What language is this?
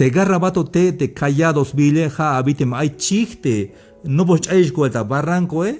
Tzeltal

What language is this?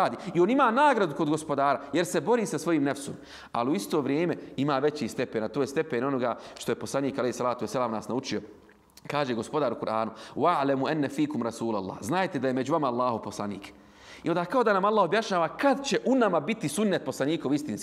Bosnian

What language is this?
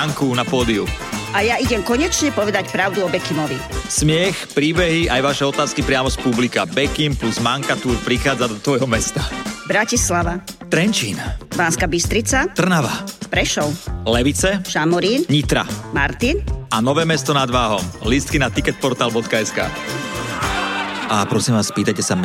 Slovak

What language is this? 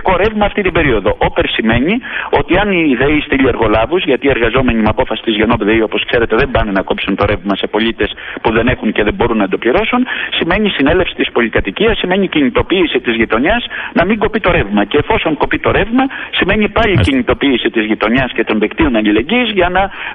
Greek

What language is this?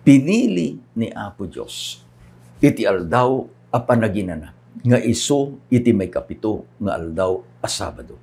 Iloko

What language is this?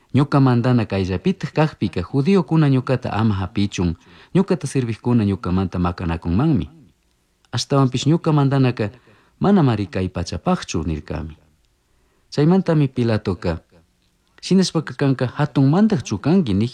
Chimborazo Highland Quichua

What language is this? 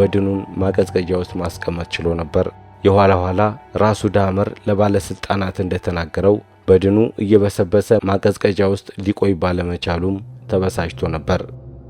Amharic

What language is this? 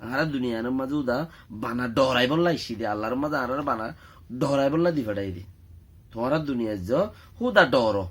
Rohingya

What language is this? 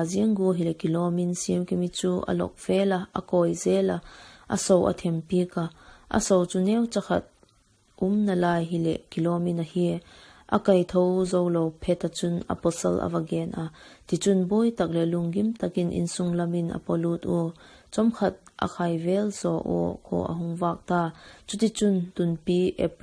Vaiphei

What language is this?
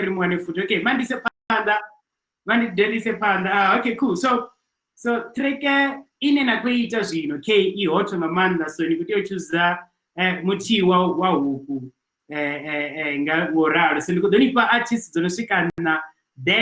Venda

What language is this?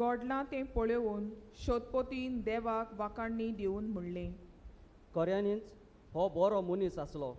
Konkani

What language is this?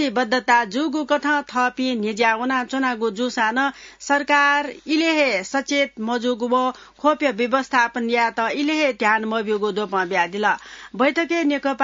Newari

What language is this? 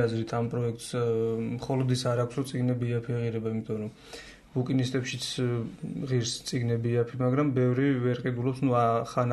Georgian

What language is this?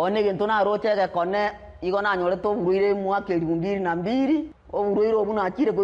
Gusii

